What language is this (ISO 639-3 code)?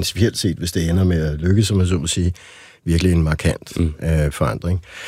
dan